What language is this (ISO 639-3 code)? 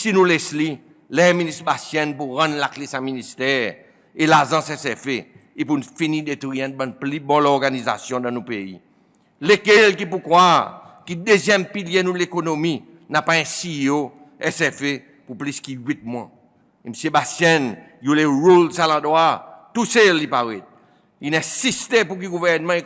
crs